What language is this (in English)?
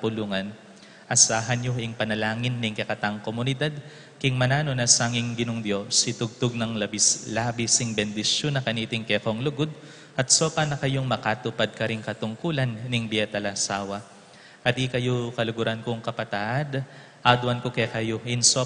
Pampanga